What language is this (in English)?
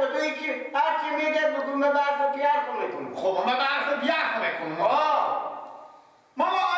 Persian